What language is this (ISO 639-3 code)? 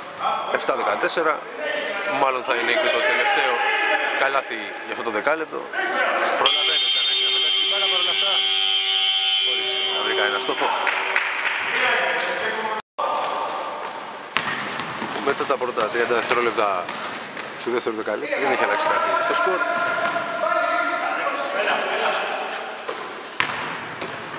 ell